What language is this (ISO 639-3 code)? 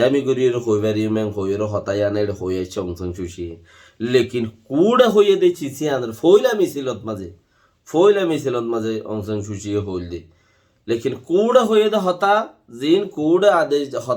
rhg